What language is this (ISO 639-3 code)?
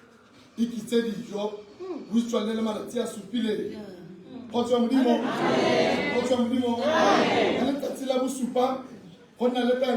tsn